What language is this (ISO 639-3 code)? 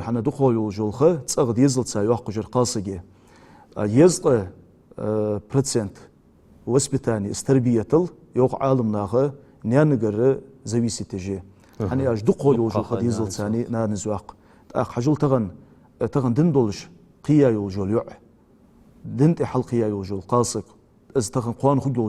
inh